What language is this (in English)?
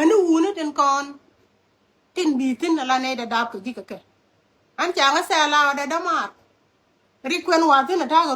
Nuer